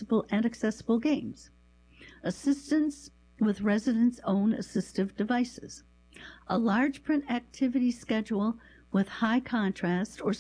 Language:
English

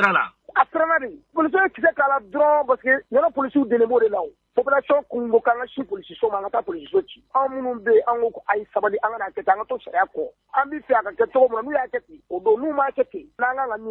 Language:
Bambara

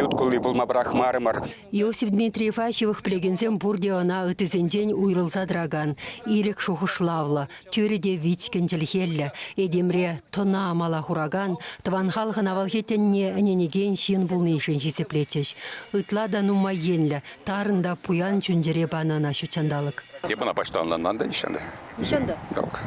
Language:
Chuvash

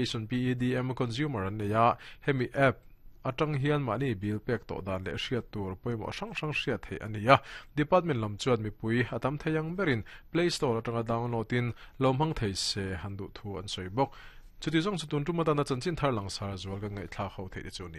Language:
Mizo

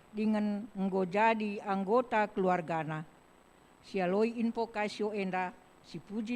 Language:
Batak Karo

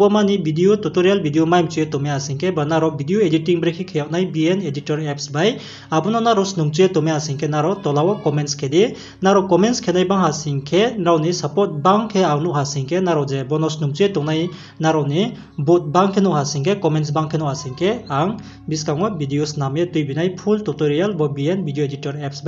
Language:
Riang (India)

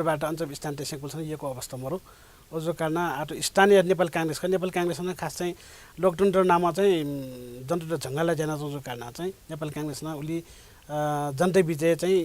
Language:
Newari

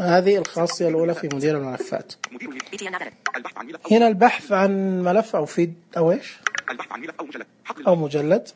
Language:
Najdi Arabic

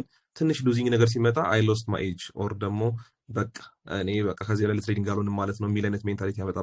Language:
Amharic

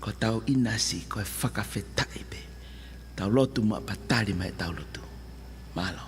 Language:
Tongan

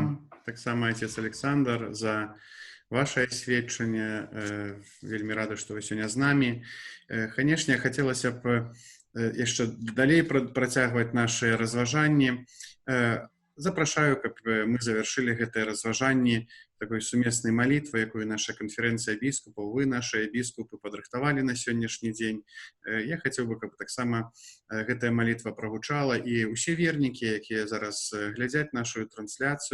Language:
Belarusian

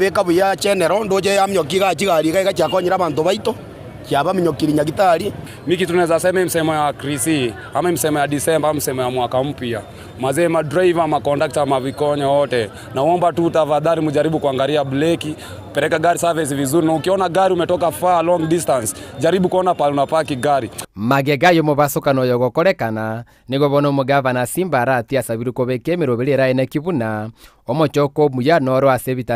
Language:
Gusii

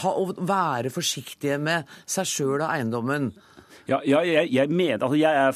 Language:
Norwegian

